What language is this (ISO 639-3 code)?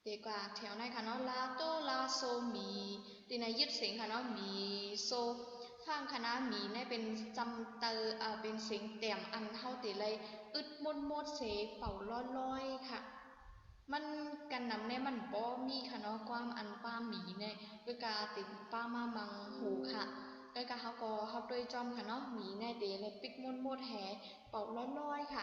shn